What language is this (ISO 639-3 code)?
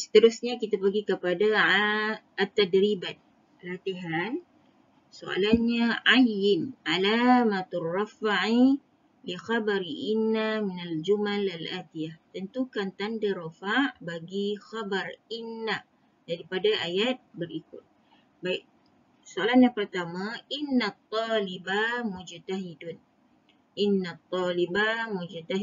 msa